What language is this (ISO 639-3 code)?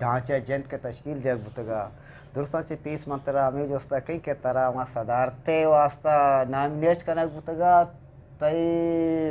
bgp